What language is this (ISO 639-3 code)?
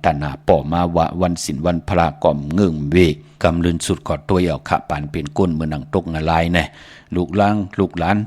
shn